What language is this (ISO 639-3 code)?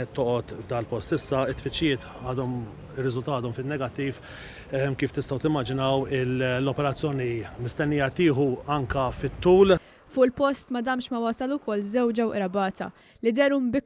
mlt